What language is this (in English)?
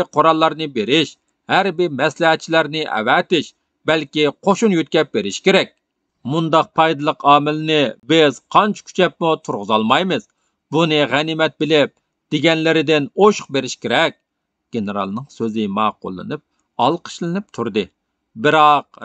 Uyghur